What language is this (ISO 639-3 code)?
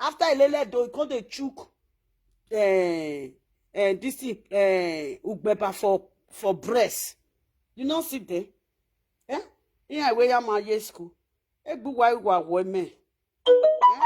pcm